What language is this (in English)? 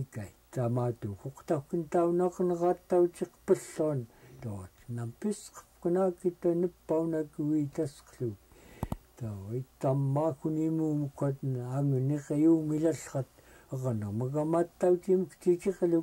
Central Yupik